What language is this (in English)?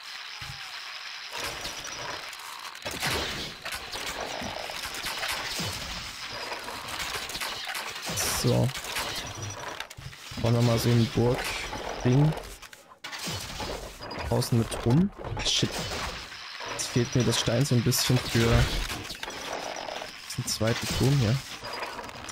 German